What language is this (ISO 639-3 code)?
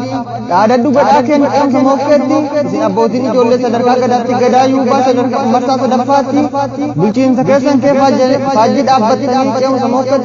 orm